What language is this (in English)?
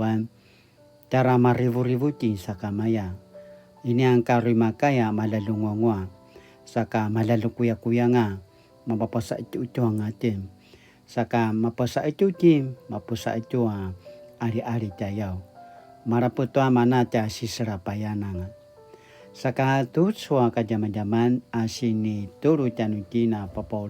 Paiwan